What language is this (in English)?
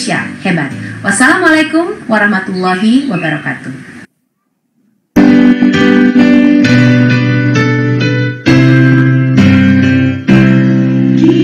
Indonesian